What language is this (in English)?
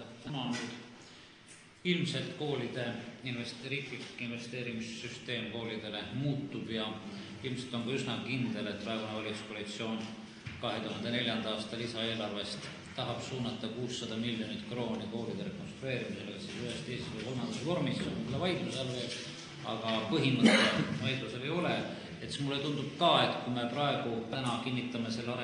Estonian